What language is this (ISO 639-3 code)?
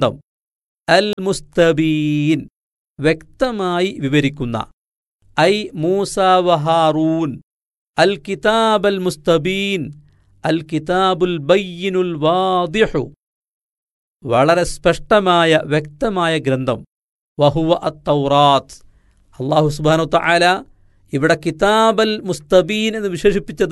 mal